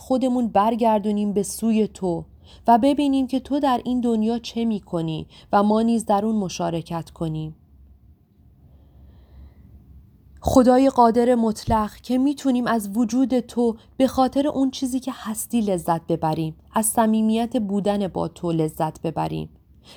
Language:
Persian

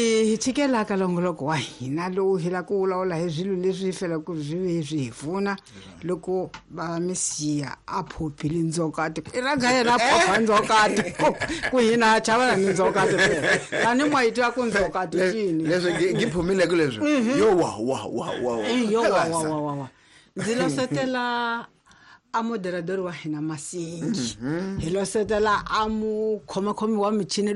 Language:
Tsonga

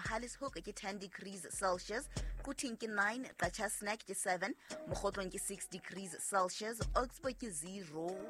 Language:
Southern Sotho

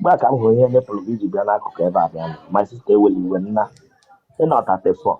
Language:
Igbo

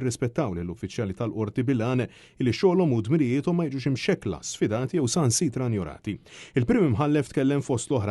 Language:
Maltese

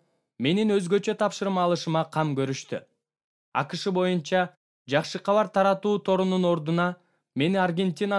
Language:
Kyrgyz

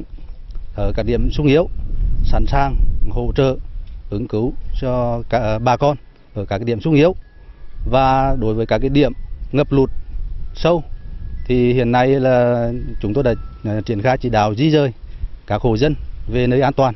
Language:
Vietnamese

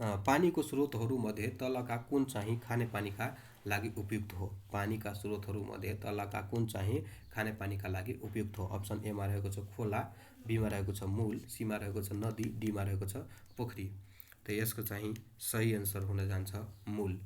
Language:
Nepali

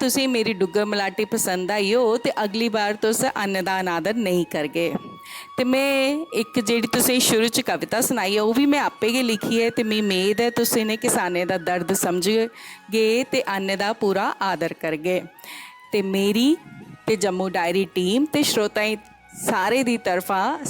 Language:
Dogri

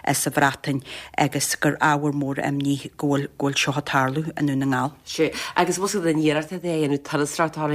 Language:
Irish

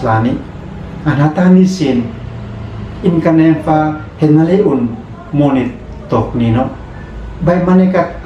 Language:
Uab Meto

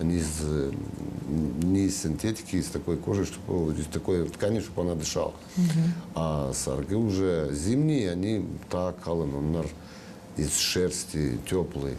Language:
Gagauz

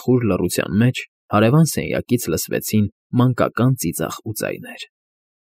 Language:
Armenian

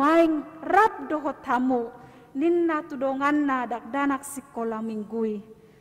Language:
Batak Toba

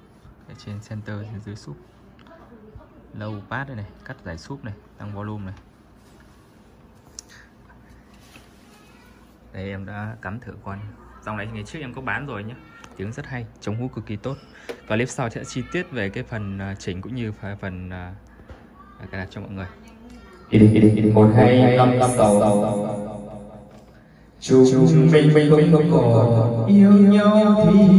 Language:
Vietnamese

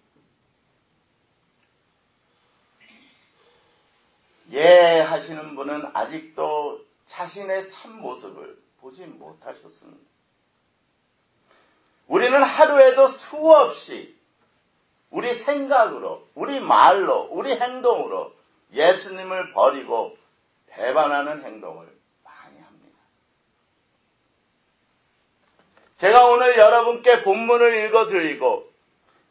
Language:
Korean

